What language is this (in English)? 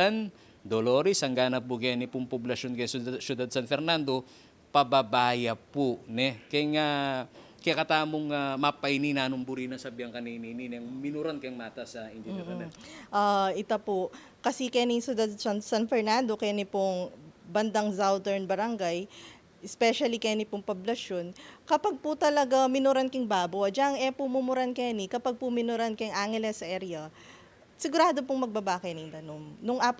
Pampanga